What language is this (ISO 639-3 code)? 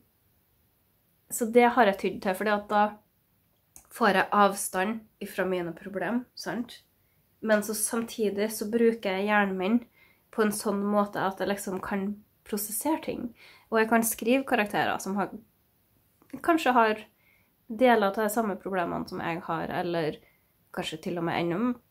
nor